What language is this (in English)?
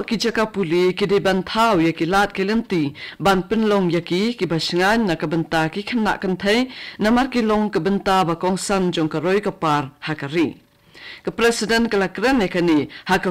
Khasi